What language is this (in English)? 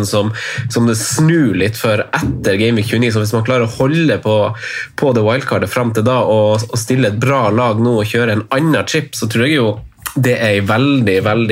Norwegian